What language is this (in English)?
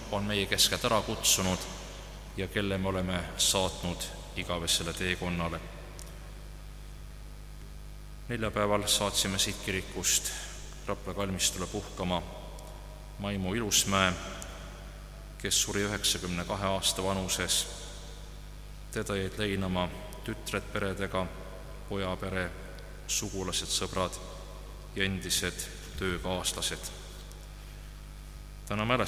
Estonian